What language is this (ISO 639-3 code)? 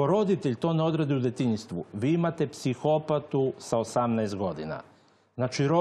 srp